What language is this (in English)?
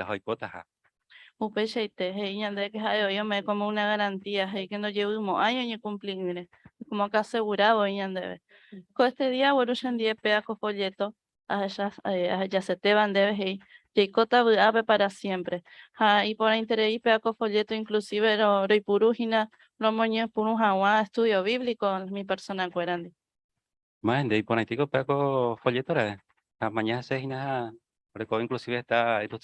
Guarani